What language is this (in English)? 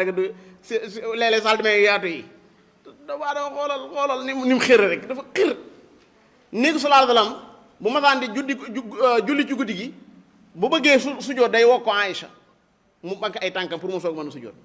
Wolof